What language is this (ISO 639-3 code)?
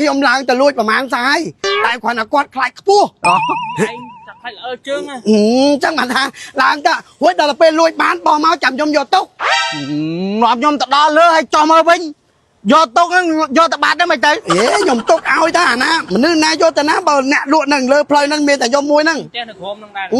khm